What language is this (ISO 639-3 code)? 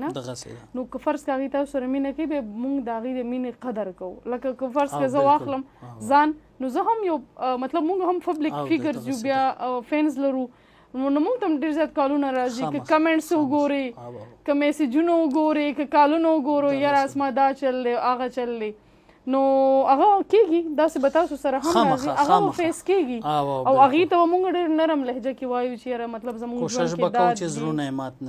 pus